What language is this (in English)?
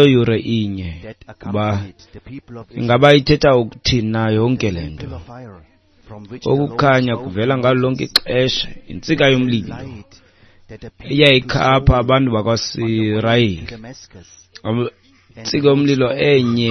Xhosa